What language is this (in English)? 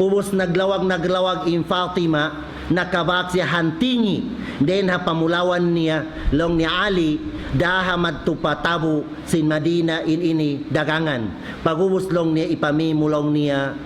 Tausug